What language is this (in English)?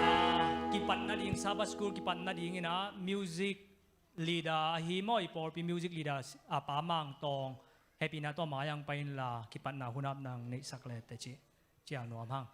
Tedim Chin